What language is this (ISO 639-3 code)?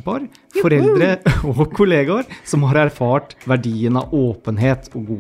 nor